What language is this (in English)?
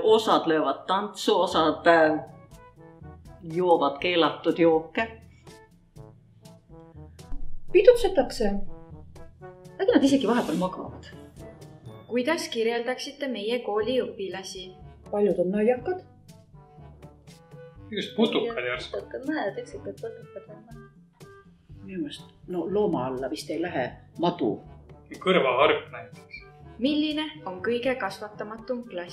Estonian